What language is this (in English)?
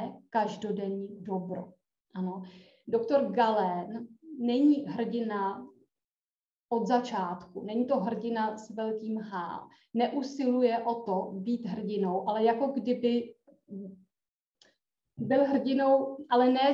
Czech